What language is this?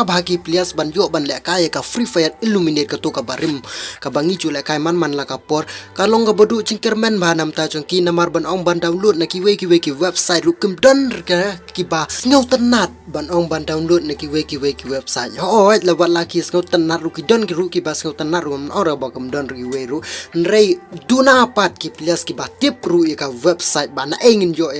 Khasi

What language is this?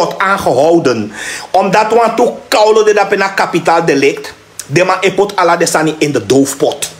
Sranan Tongo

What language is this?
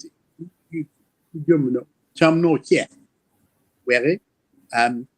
Acoli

